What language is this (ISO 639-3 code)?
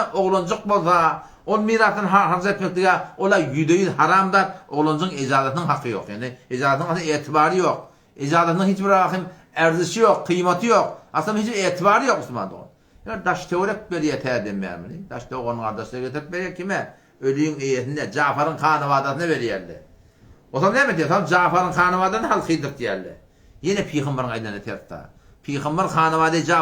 tuk